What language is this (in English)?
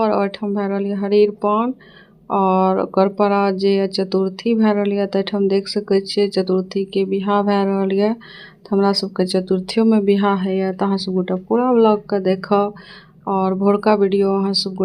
Maithili